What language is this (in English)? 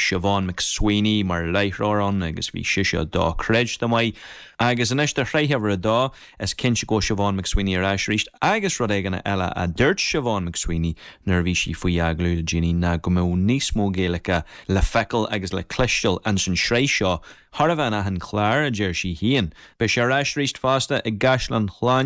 Irish